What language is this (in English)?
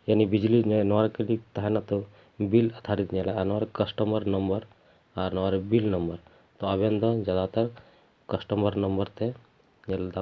Santali